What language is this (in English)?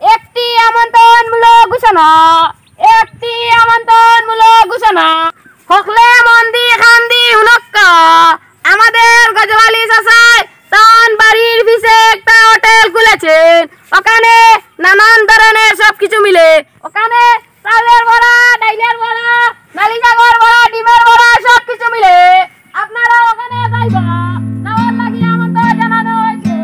Sylheti